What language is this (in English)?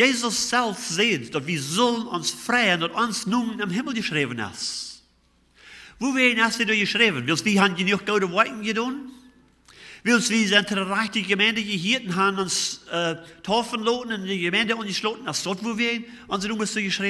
Plautdietsch